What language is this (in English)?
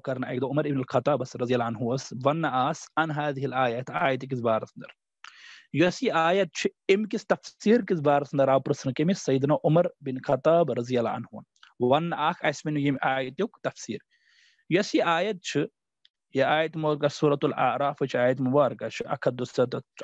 Kashmiri